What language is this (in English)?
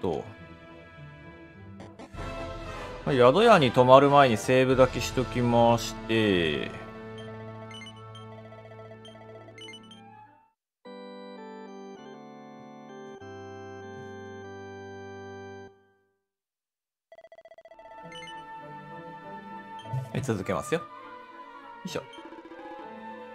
Japanese